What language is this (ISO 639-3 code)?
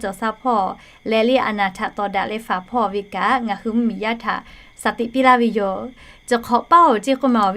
lhu